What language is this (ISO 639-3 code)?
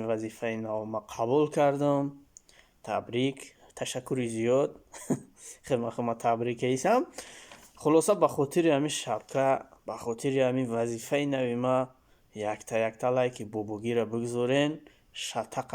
tgk